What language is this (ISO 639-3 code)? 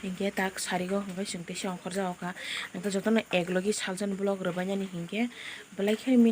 trp